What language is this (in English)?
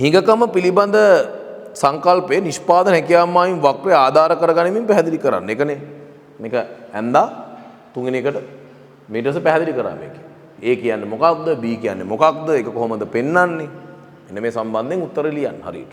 Sinhala